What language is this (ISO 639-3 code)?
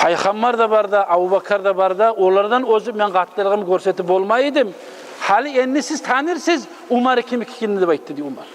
kum